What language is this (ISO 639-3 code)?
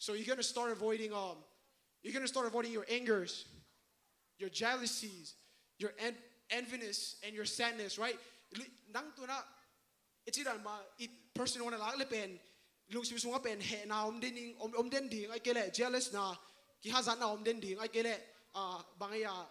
ctd